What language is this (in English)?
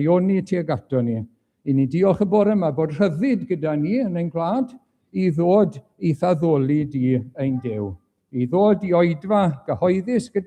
Welsh